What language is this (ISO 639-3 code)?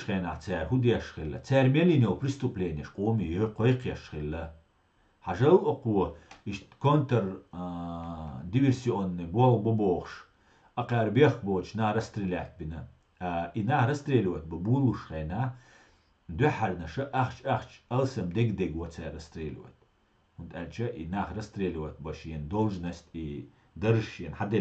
che